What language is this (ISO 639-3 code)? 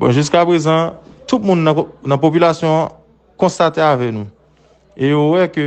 hat